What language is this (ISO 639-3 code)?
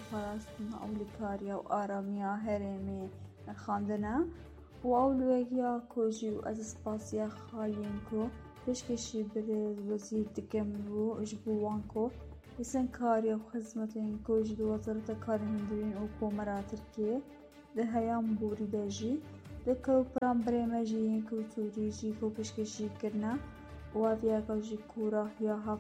kur